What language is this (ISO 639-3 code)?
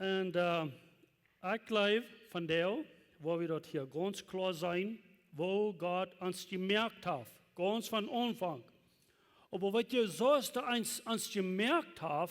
pdt